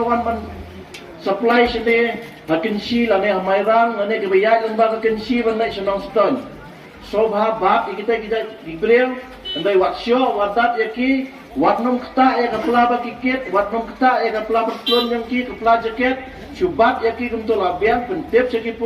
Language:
Khasi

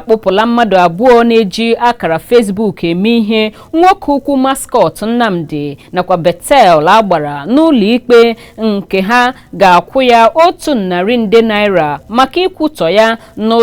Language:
Igbo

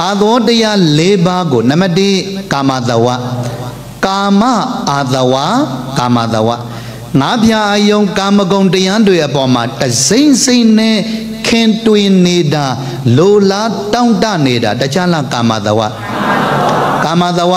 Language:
Burmese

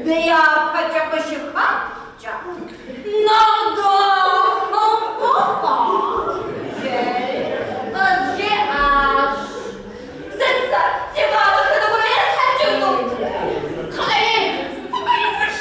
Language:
Kabardian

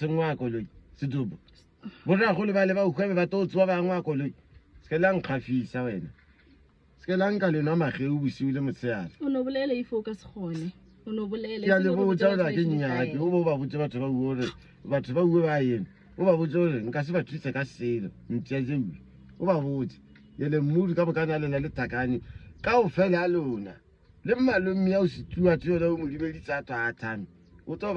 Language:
Northern Sotho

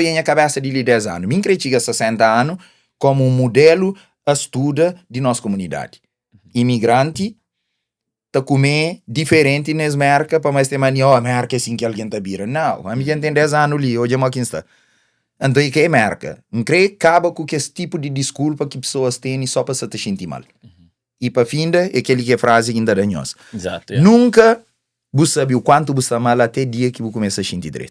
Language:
Kabuverdianu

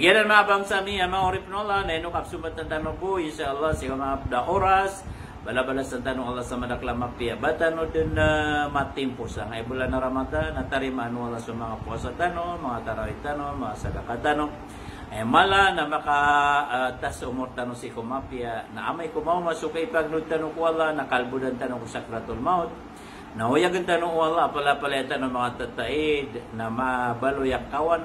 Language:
Maranao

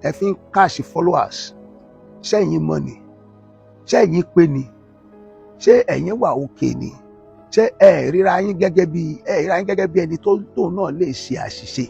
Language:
Yoruba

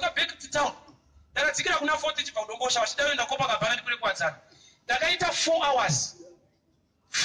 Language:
Shona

